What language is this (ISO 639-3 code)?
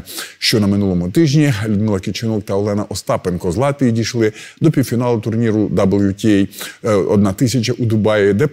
ukr